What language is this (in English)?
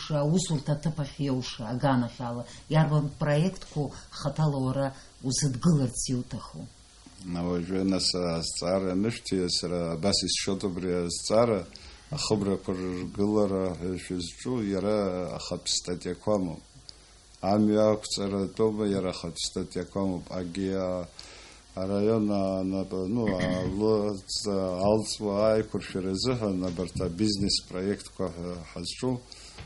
Abkhazian